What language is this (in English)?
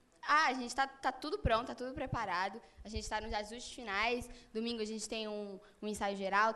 Portuguese